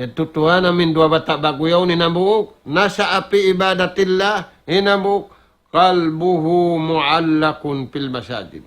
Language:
Tausug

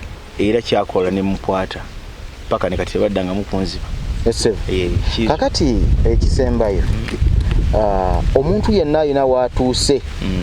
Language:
Ganda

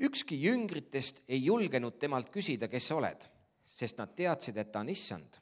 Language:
Estonian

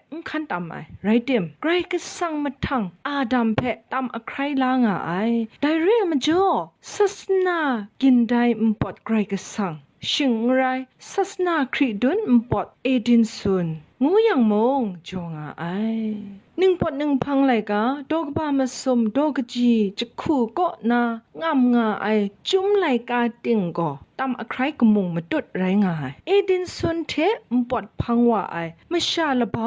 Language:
Kachin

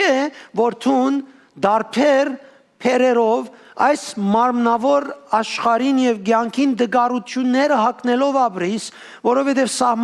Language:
Western Armenian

